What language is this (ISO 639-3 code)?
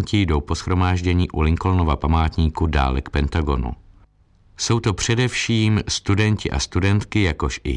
ces